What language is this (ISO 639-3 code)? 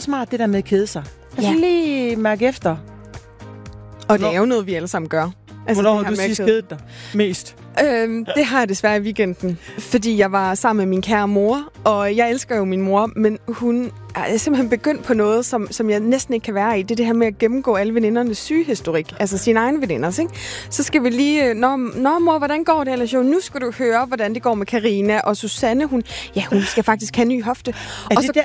dan